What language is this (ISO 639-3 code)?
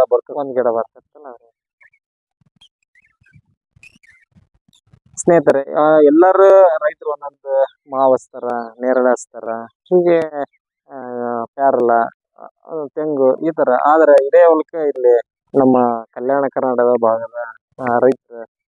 kan